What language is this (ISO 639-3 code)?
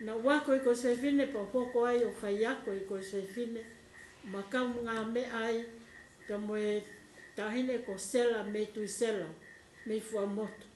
ton